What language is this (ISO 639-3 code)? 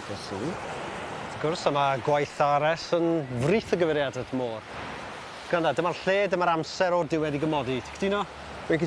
cym